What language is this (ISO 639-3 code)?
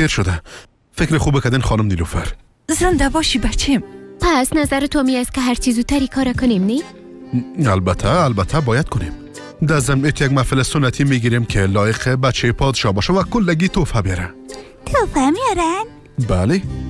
fas